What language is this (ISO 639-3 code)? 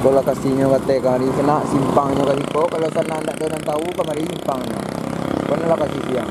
min